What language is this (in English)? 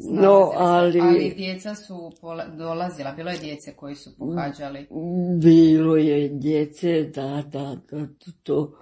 Croatian